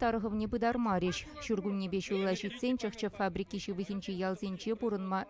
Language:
Chuvash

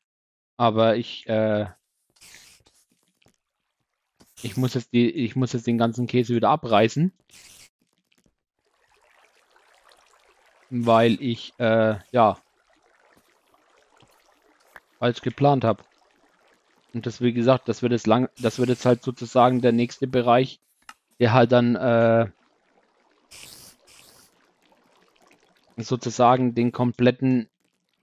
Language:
German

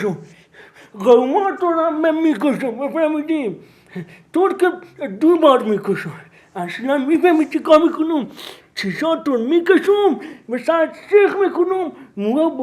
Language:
Persian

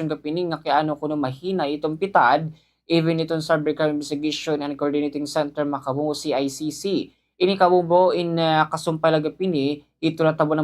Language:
Waray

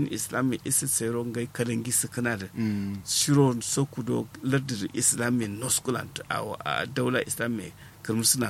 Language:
Kanuri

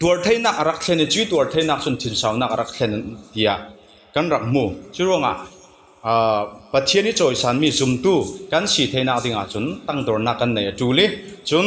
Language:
Falam Chin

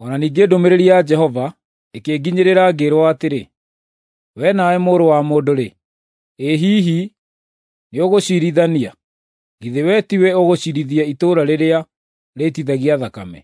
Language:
Kikuyu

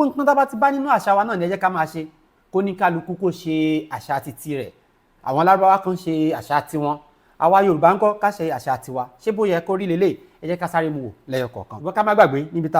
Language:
Yoruba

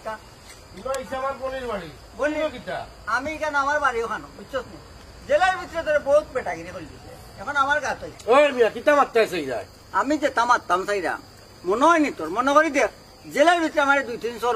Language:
Sylheti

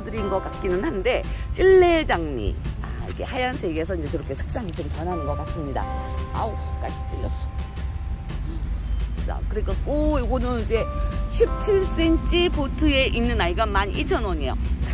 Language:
Korean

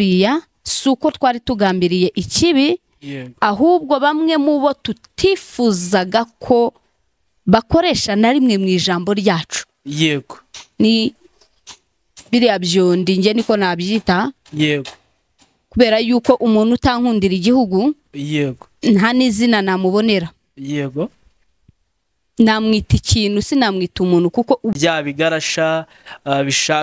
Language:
Kinyarwanda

